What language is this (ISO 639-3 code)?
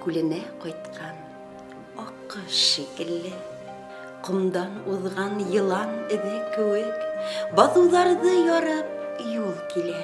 bak